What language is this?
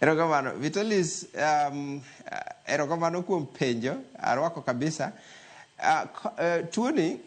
Luo (Kenya and Tanzania)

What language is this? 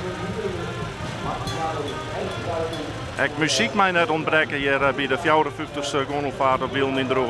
Western Frisian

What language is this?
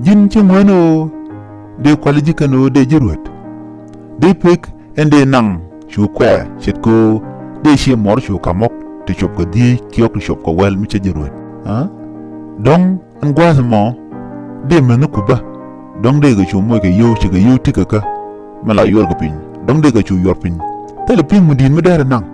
Nuer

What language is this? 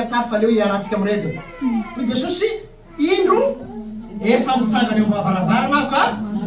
Malagasy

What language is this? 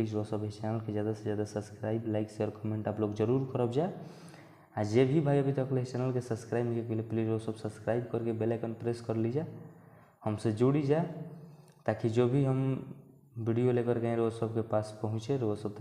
Bhojpuri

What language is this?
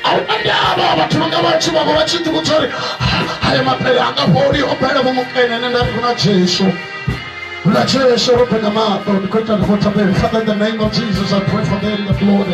Venda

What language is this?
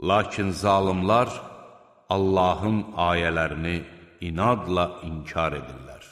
Azerbaijani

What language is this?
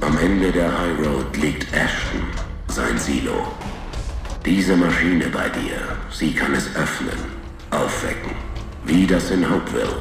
Bavarian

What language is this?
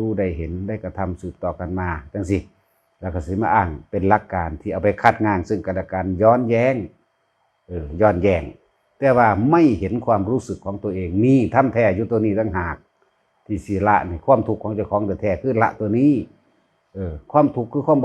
Northeastern Thai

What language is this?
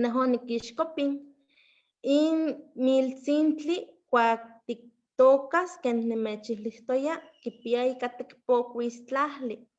Eastern Huasteca Nahuatl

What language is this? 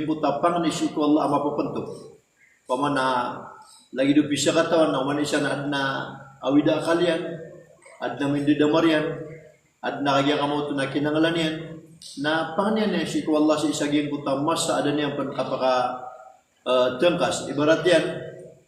Maranao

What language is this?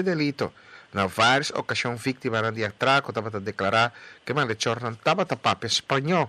Papiamento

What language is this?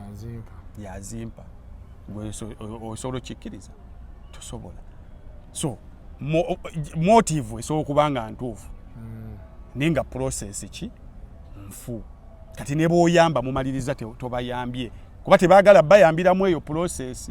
Ganda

